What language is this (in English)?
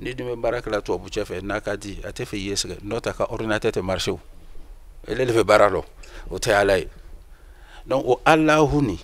Bambara